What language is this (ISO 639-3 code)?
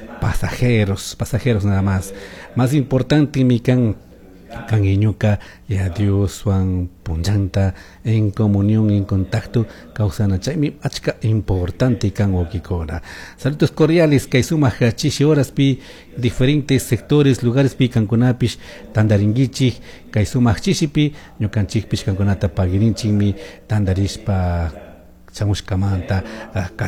qug